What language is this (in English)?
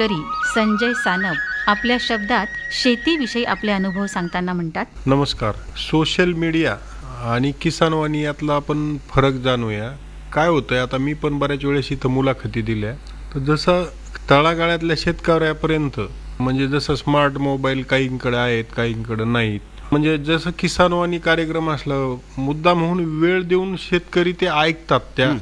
Marathi